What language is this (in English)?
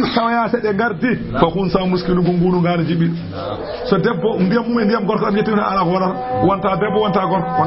Fula